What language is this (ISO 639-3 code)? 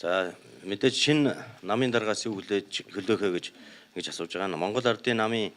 mon